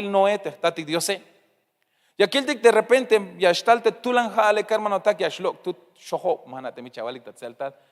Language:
Tzeltal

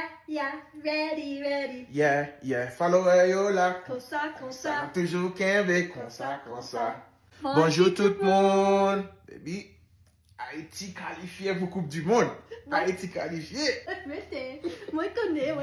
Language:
Haitian Creole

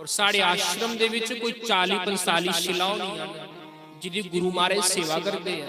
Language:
Dogri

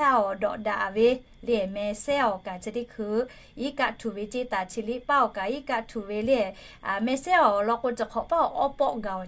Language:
Lahu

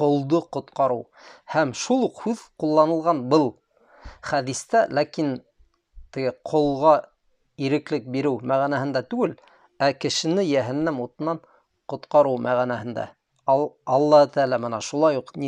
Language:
Bashkir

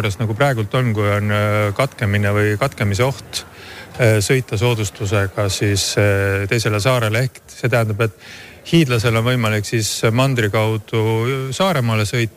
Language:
Estonian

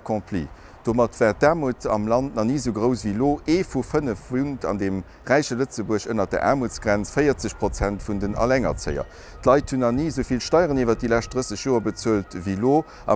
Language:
Luxembourgish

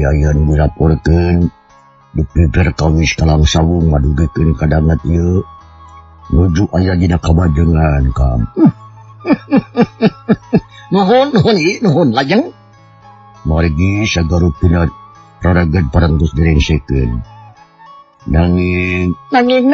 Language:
Sundanese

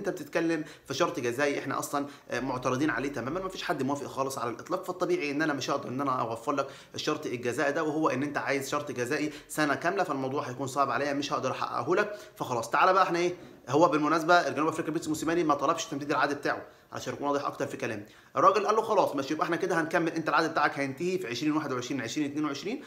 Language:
Egyptian Arabic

